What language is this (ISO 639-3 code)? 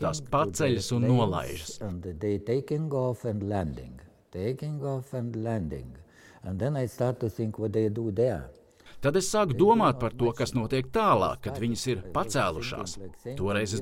lav